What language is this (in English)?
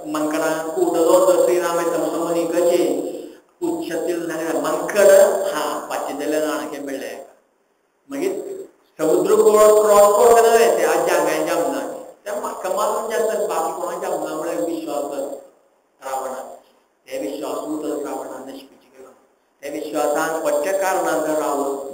Konkani